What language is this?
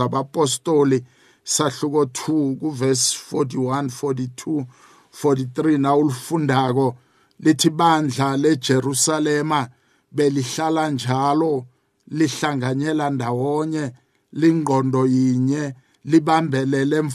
South Ndebele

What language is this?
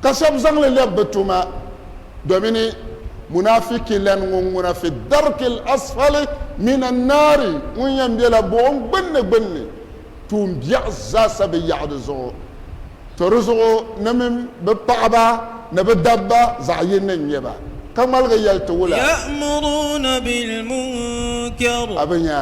Dagbani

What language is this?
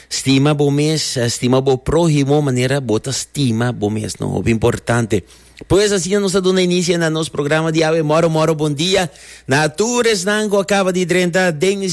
Papiamento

